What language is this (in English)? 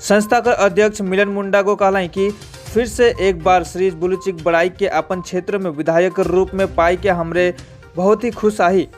Sadri